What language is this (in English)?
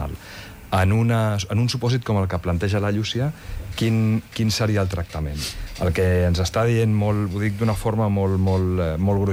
Catalan